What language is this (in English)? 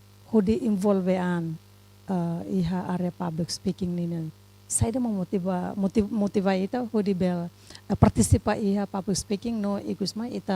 Tetum